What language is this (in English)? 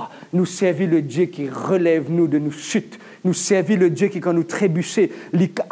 Morisyen